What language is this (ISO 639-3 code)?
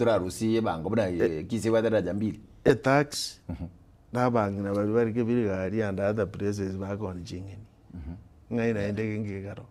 guz